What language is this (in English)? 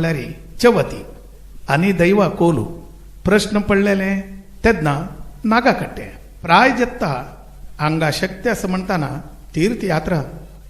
Konkani